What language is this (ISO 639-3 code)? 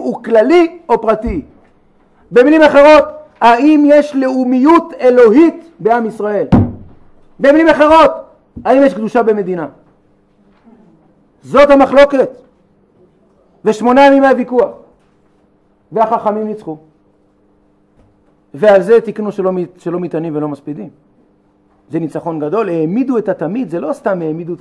heb